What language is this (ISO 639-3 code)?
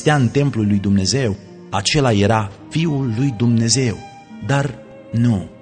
ron